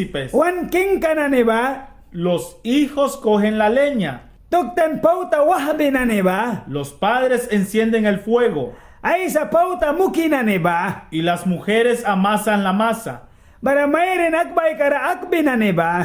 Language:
Mískito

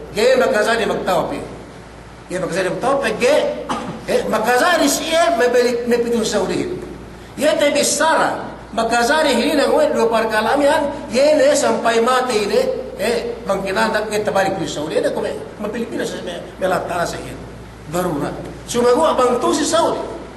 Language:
Yakan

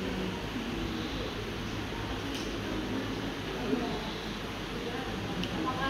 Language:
Indonesian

